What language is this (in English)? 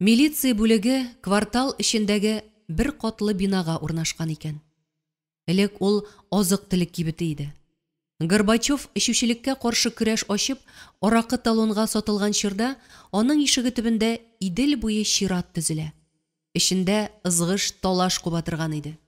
Tatar